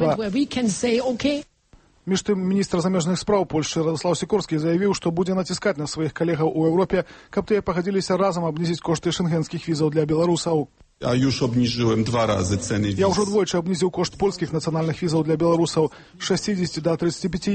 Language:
Belarusian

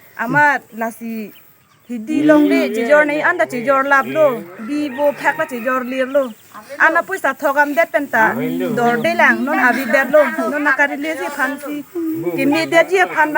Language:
Karbi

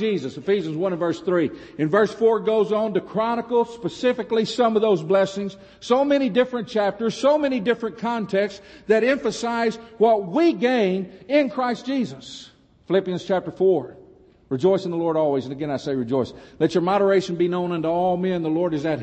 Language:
English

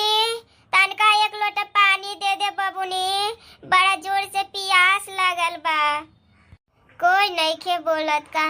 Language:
Bhojpuri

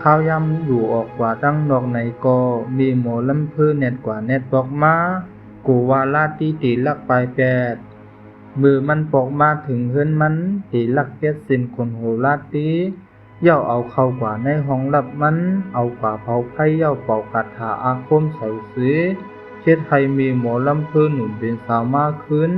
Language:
Shan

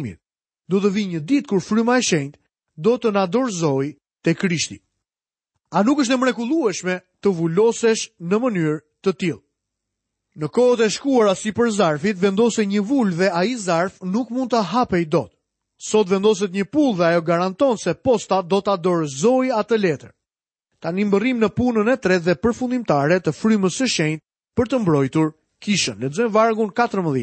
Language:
Albanian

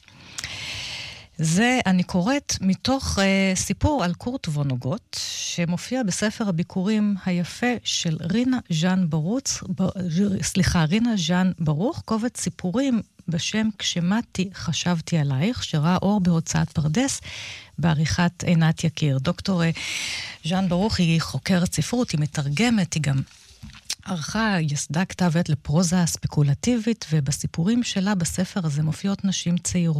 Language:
Hebrew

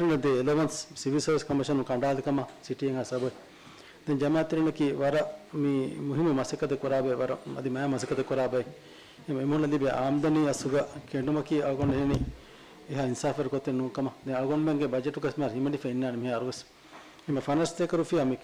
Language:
Divehi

